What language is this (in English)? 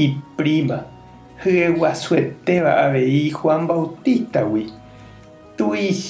Guarani